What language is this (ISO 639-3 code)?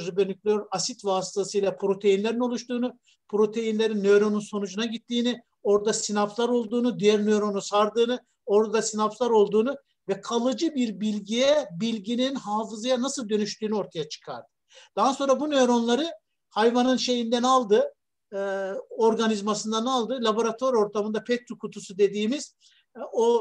tur